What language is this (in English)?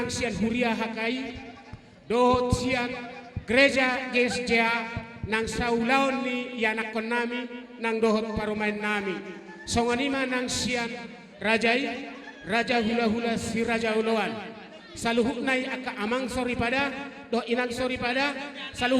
Batak Toba